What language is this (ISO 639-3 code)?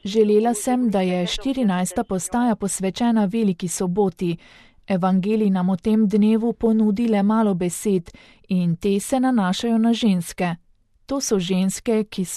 slv